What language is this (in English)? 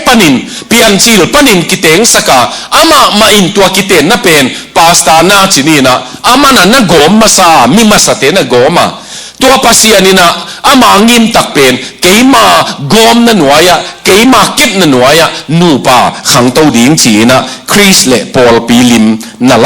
Tedim Chin